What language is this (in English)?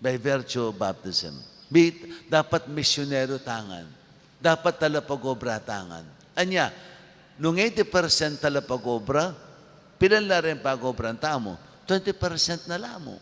Pampanga